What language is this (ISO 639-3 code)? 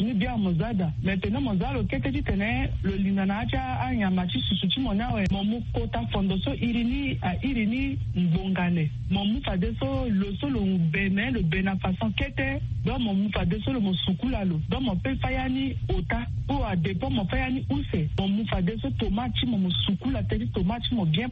sag